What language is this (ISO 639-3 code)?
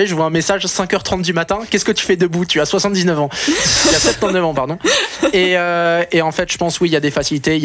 fra